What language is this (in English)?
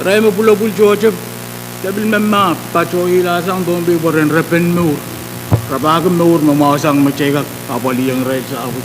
Pohnpeian